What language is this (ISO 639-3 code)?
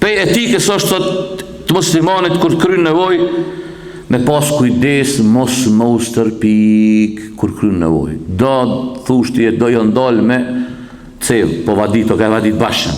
sqi